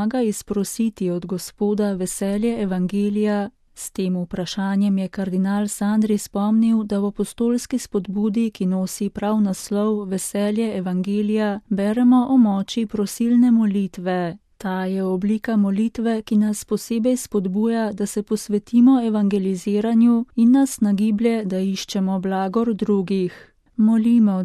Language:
Slovenian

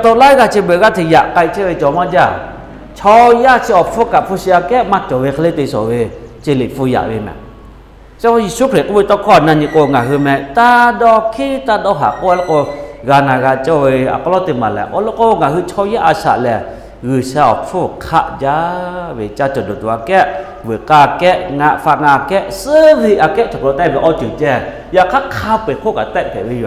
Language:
Lahu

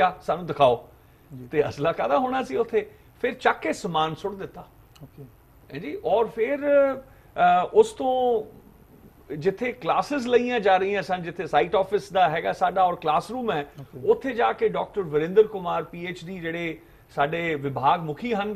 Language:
Punjabi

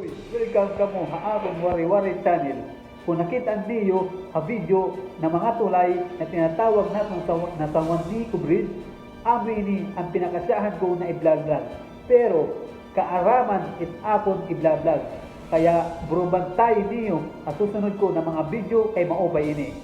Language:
Waray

